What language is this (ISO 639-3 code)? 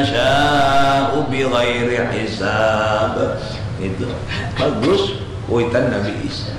bjn